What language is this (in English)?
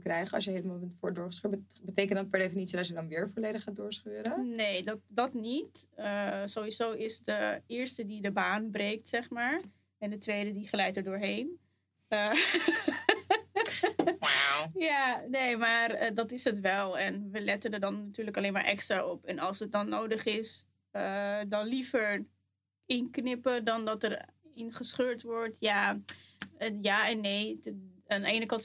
Dutch